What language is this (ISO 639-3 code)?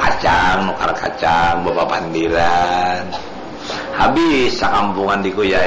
bjn